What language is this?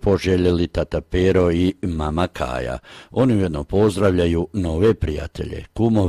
Croatian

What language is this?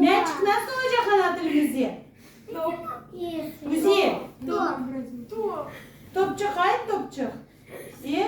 Crimean Tatar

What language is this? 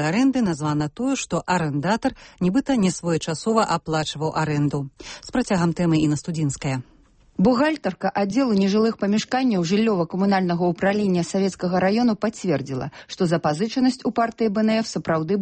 Belarusian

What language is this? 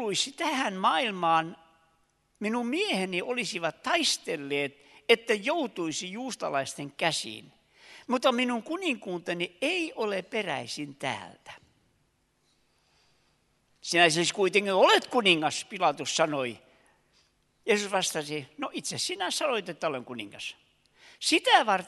Finnish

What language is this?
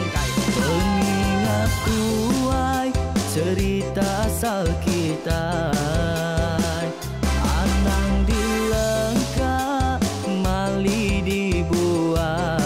Iban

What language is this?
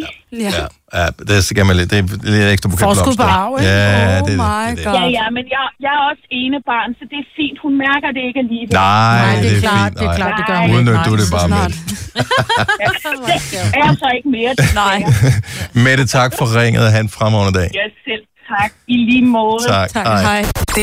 Danish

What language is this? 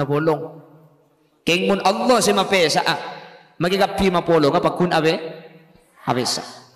Madurese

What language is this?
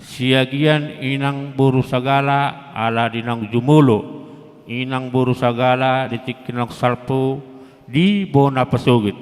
Batak Toba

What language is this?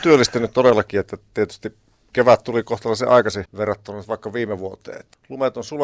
Finnish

